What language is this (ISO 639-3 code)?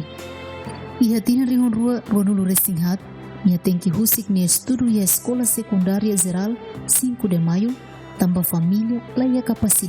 tet